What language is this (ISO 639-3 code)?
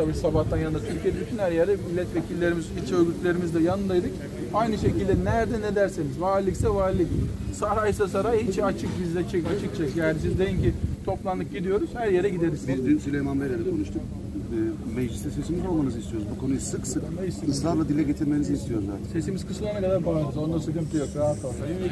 tur